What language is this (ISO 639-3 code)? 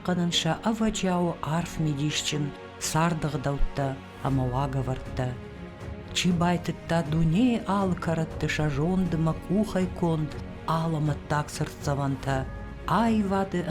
oss